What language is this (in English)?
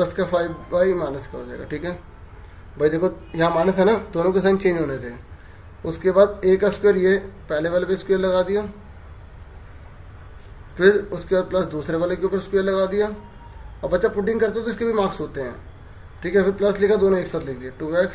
Hindi